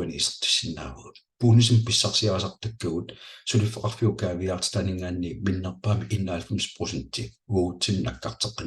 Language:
Kalaallisut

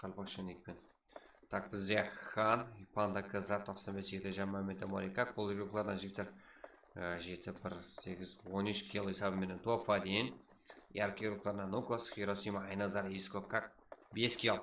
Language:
Kara-Kalpak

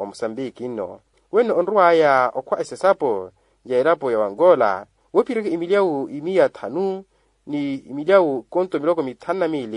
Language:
Makhuwa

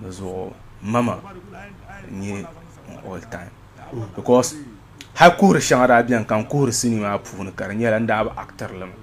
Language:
Dagbani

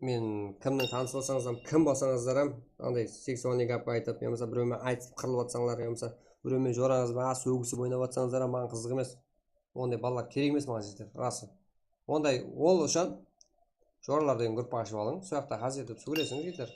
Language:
Kara-Kalpak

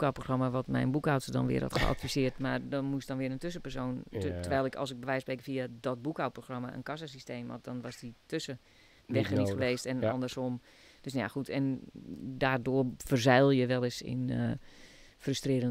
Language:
Dutch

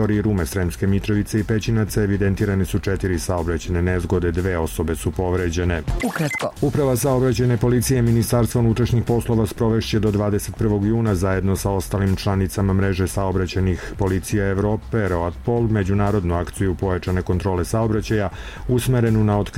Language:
Serbian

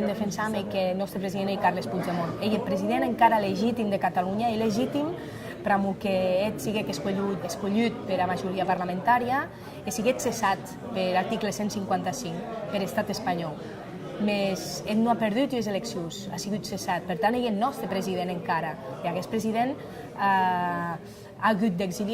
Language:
Occitan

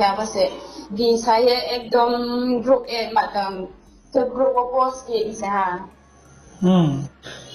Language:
Riang (India)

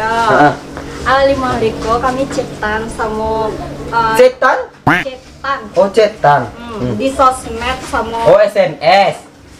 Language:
Minangkabau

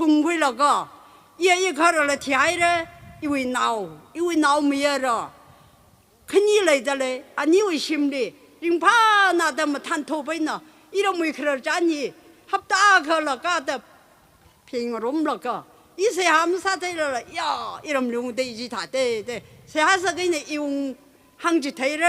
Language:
Tangkhul Naga (India)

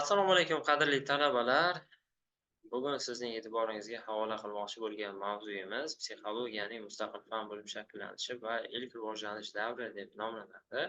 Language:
Uzbek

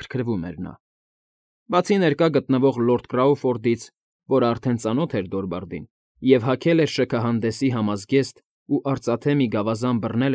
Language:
Armenian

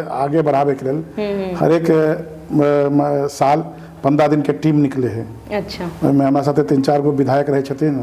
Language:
Maithili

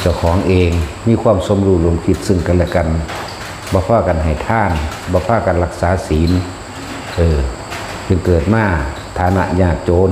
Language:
Lao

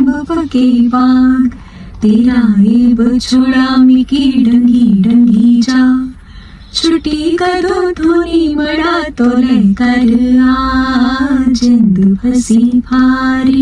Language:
Dogri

